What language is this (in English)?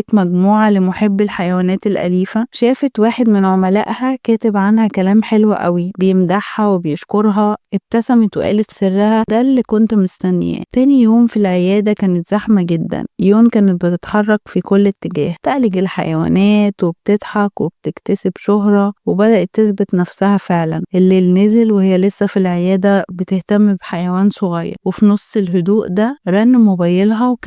Egyptian Arabic